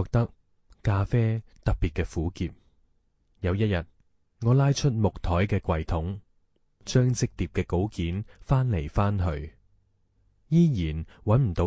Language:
Cantonese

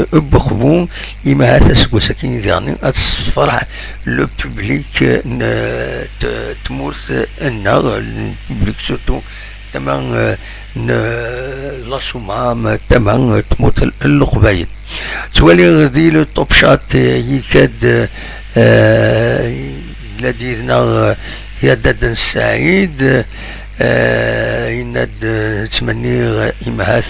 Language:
Kabyle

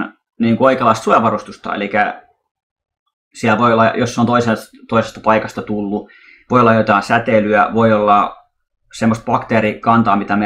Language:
Finnish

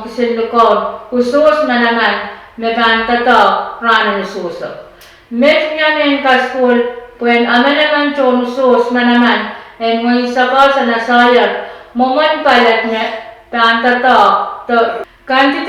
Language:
Pohnpeian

